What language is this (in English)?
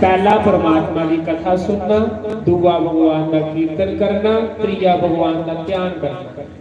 Dogri